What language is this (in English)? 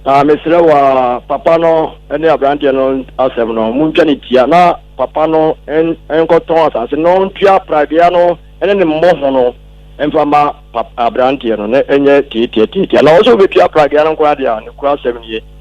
Akan